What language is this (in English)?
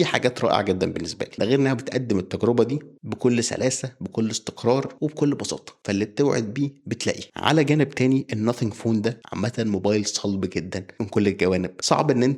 Egyptian Arabic